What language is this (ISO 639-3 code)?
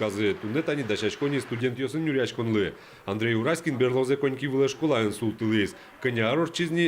udm